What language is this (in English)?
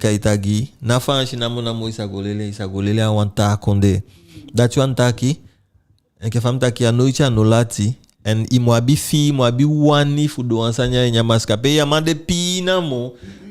Eastern Maroon Creole